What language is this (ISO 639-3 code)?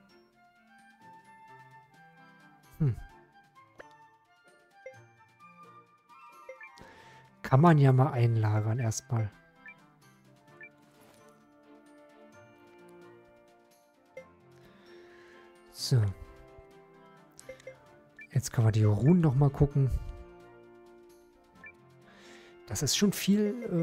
deu